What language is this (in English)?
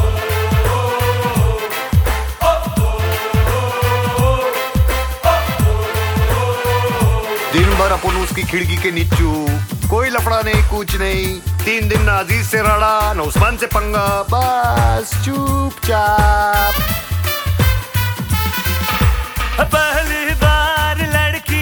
Hindi